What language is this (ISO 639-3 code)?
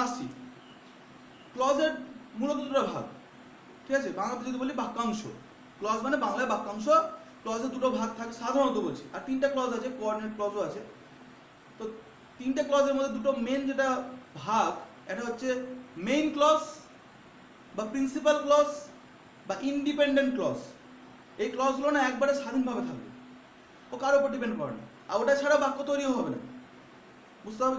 ben